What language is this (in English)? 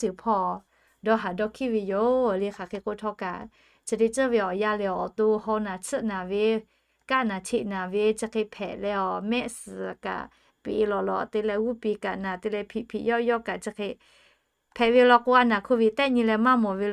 Lahu